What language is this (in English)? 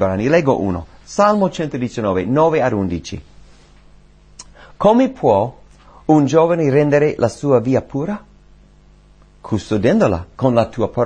Italian